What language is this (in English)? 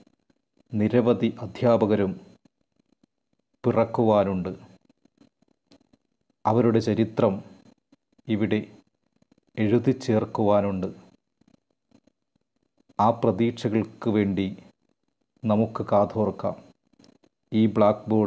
Malayalam